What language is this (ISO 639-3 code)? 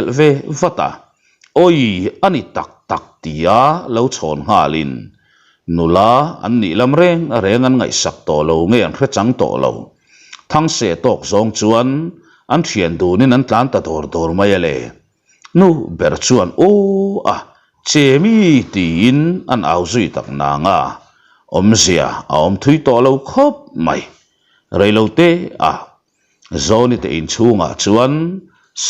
lus